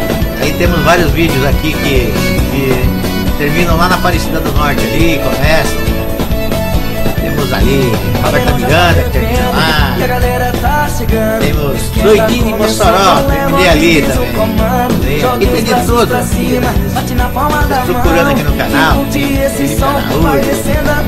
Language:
Portuguese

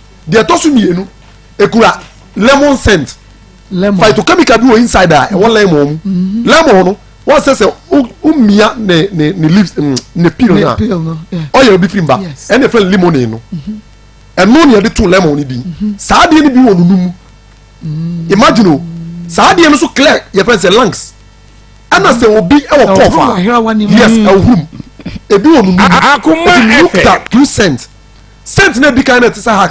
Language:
Akan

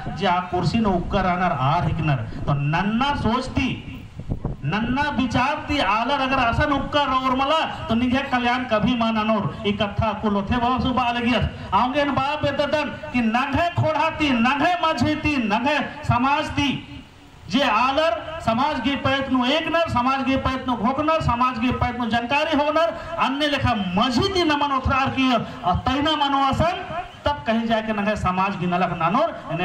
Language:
Kurukh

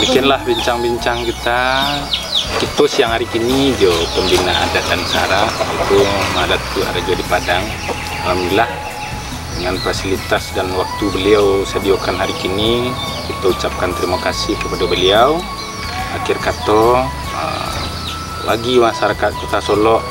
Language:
Minangkabau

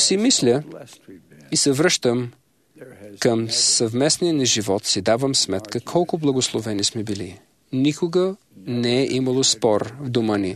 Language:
Bulgarian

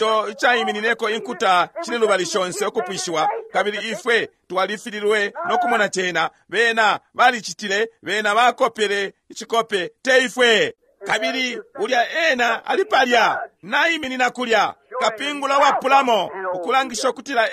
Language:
Bemba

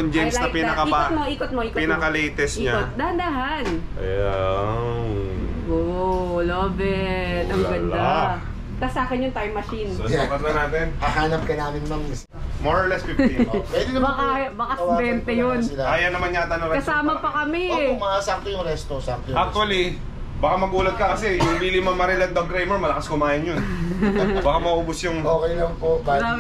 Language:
Filipino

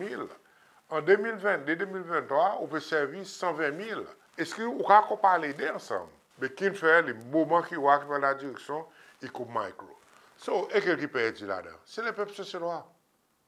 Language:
Seselwa Creole French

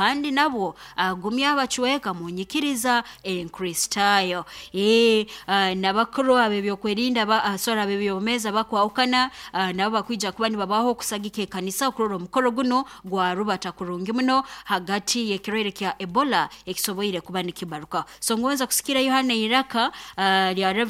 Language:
Nyoro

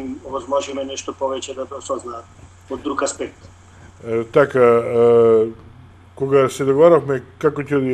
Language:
Macedonian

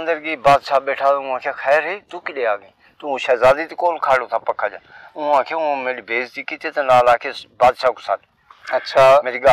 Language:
Saraiki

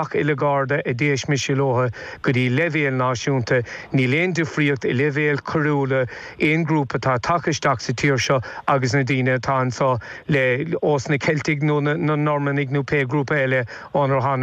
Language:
Irish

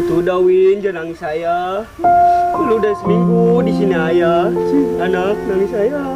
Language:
Betawi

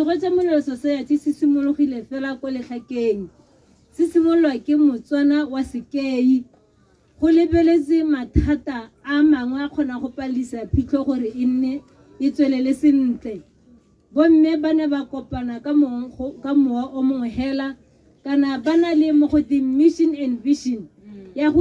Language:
Tswana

